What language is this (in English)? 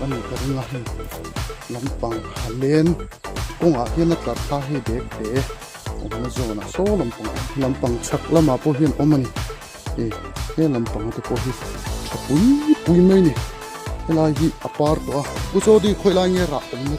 Mizo